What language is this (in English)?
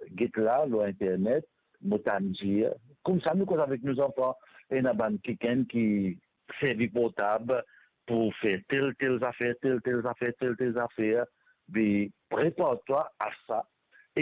Morisyen